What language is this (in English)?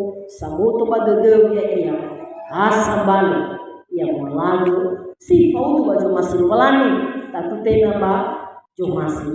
Nias